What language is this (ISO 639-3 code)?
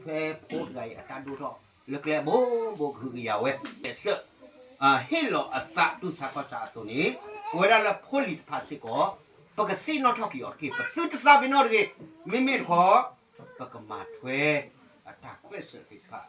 ksw